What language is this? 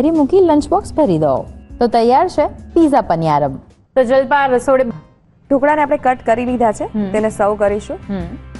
Gujarati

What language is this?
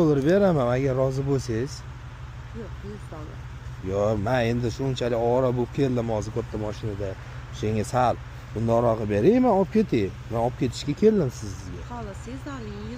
Uzbek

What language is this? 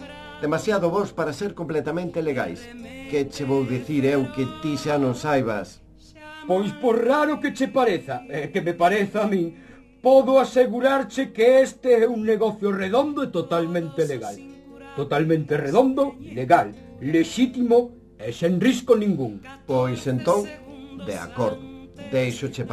Galician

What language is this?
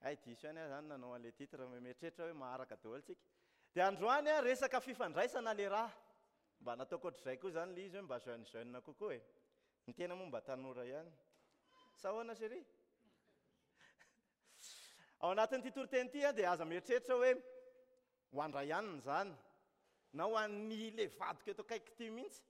Malagasy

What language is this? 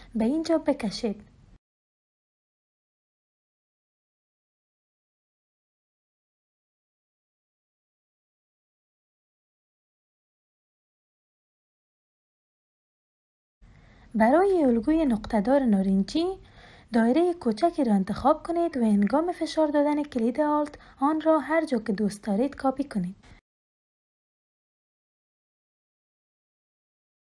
Persian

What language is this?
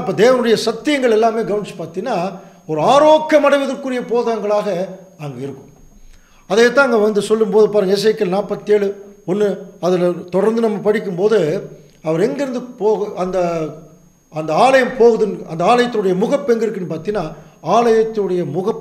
Tamil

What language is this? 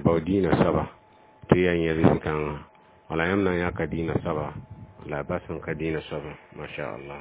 Mossi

